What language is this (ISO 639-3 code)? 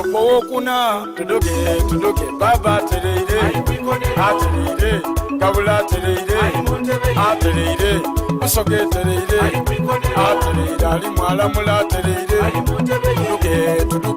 xog